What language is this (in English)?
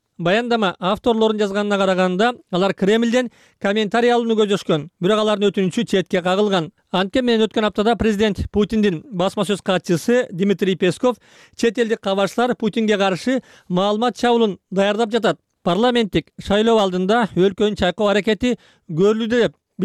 Kyrgyz